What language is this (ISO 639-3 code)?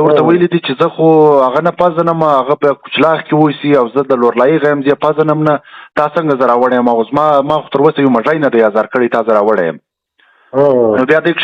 pus